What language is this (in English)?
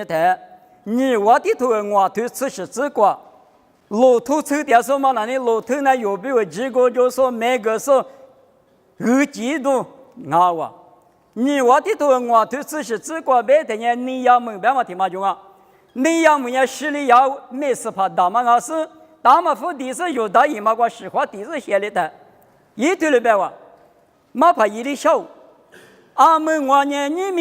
Lisu